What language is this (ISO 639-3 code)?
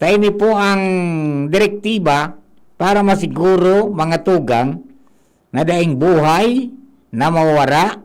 bik